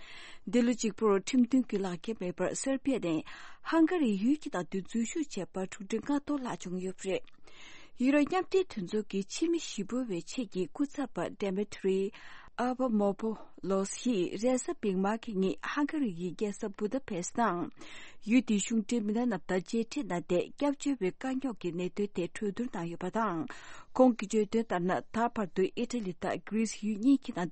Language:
Tibetan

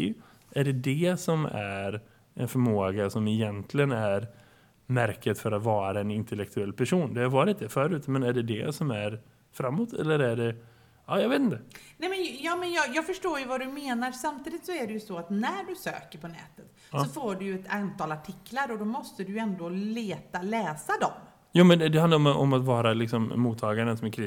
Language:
Swedish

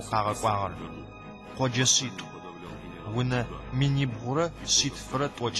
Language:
Adyghe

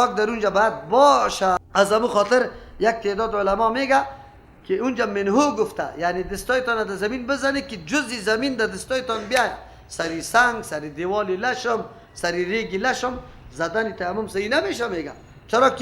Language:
Persian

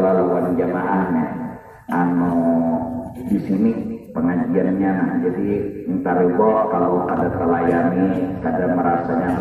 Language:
Banjar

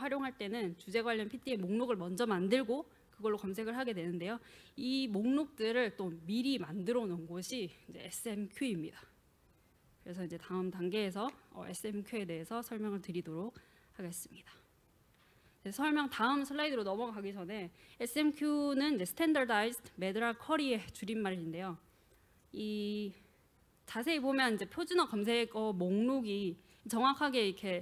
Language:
Korean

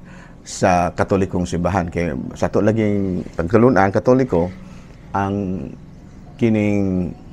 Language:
Cebuano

